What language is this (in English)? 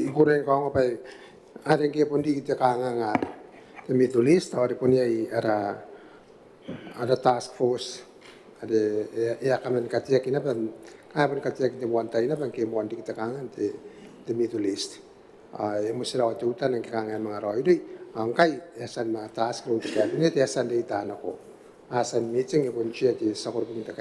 Gilbertese